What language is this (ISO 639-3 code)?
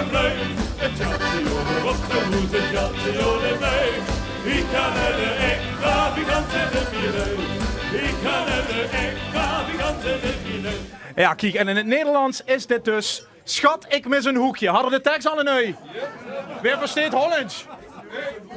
lim